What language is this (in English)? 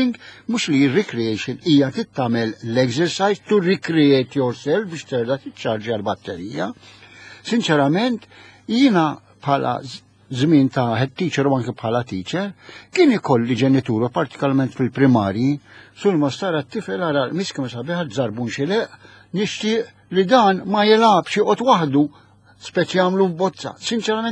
Maltese